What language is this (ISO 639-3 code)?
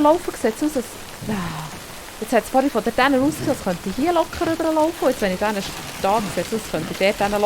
gsw